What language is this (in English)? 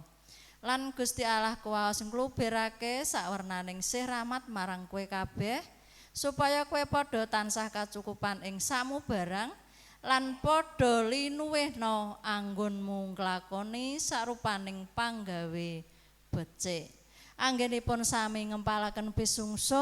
Javanese